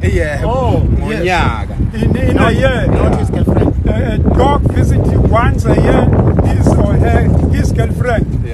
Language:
Zulu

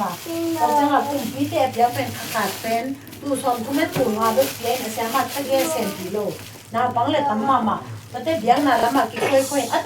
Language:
Tedim Chin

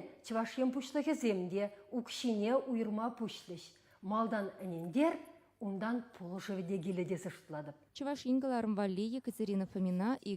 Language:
Chuvash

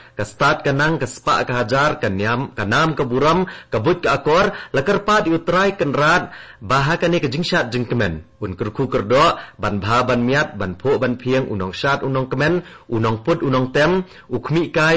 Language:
Khasi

